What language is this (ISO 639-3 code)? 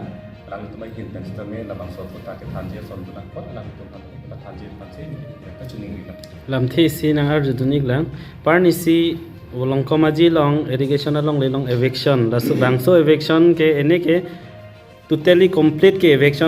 mjw